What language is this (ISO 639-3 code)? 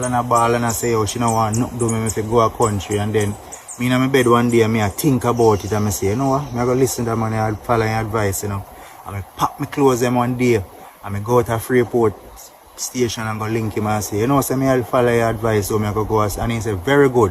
jam